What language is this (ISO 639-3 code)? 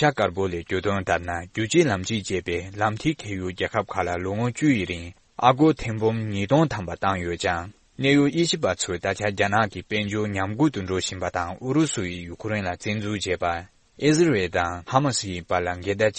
bod